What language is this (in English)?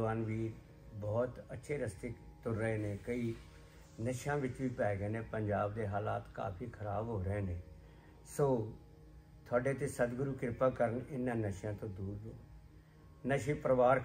Punjabi